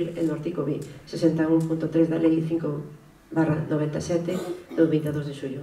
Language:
Galician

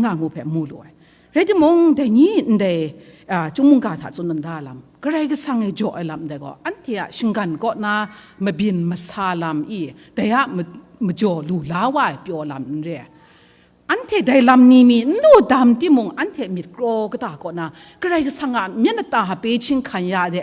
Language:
Kachin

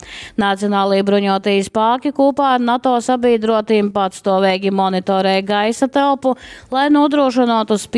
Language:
Latgalian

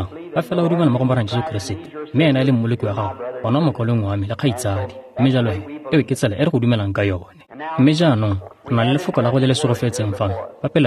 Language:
Tswana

